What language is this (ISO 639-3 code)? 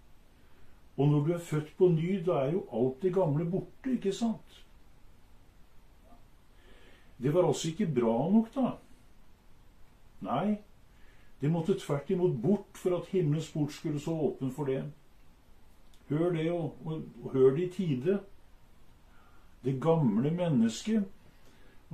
nor